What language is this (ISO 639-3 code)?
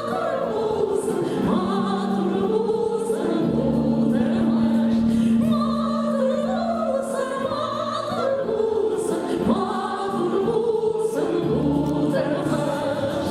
tat